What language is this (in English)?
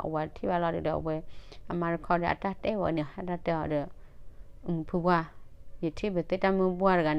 S'gaw Karen